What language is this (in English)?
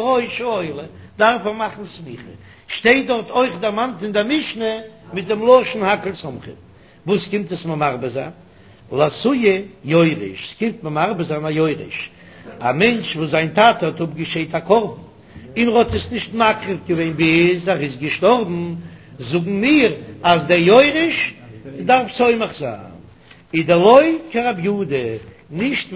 Yiddish